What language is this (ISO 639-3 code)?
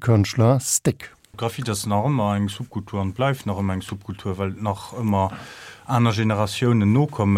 ltz